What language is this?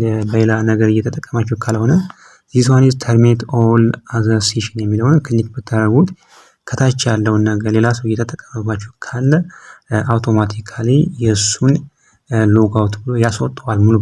Amharic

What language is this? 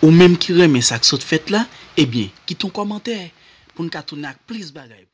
Haitian Creole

